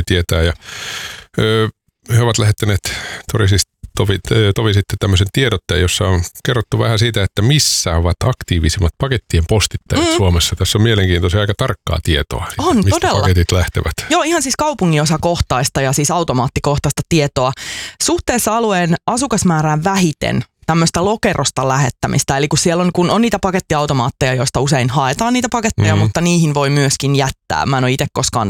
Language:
Finnish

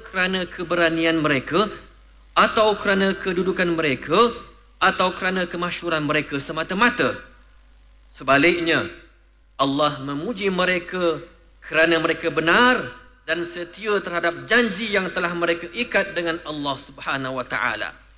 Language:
Malay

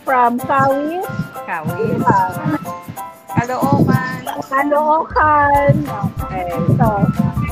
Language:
Filipino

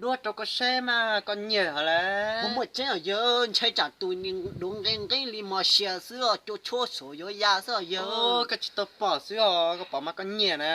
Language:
Hmong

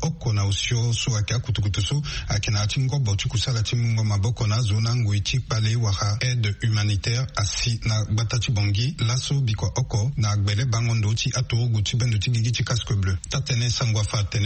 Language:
Sango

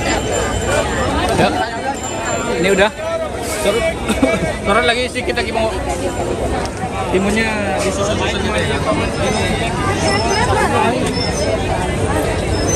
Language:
Indonesian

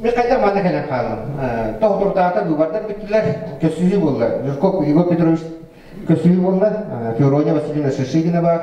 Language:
Yakut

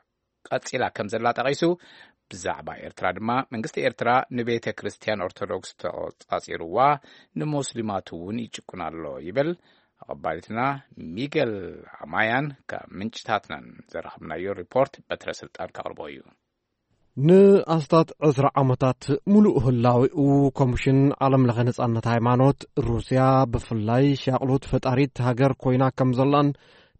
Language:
Tigrinya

